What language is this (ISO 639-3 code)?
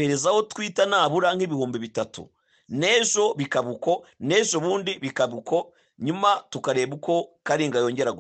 kin